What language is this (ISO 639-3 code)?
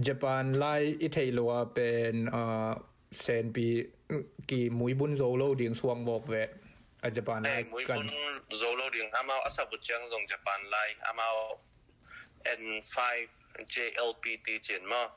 ctd